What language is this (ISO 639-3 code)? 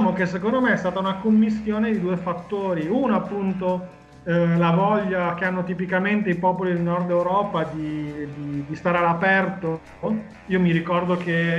ita